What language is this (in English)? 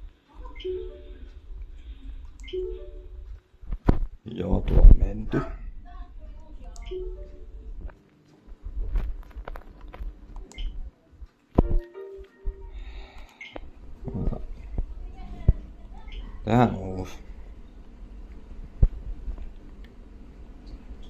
Finnish